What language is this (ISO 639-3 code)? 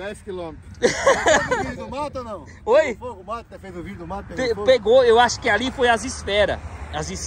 por